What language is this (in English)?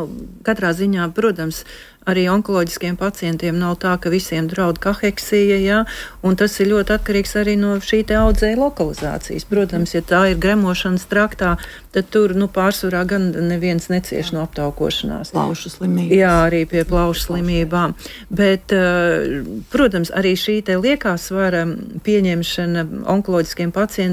Latvian